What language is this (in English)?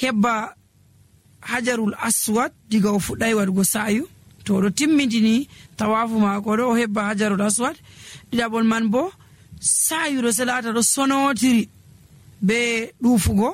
Nigerian Fulfulde